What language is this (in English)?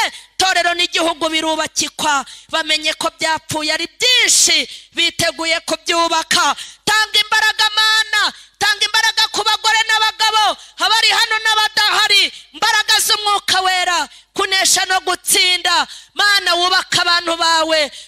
Kinyarwanda